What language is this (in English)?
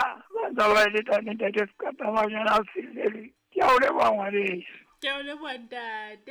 Southern Sotho